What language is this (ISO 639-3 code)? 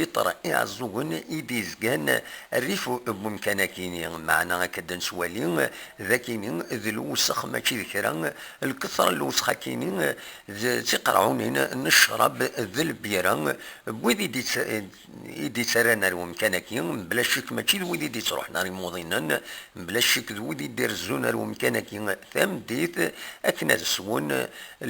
kab